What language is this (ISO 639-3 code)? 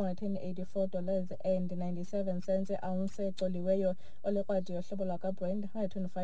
xho